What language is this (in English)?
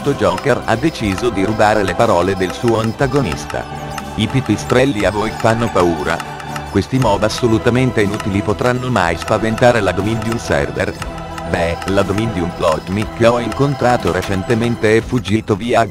Italian